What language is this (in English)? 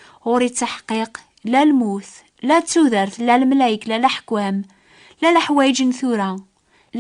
Kabyle